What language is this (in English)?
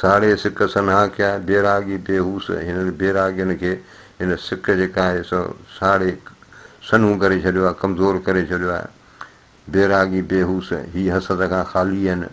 Sindhi